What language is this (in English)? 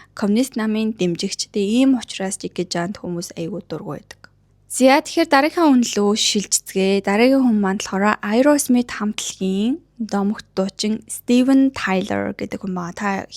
Mongolian